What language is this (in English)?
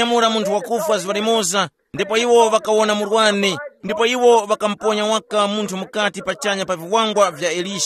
Tumbuka